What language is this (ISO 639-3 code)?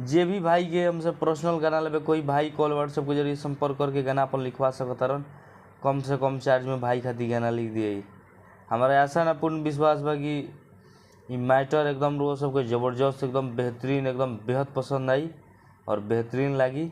bho